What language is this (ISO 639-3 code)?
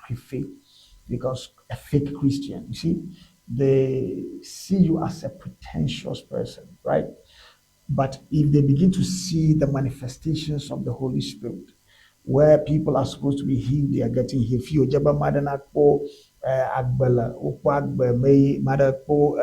ewe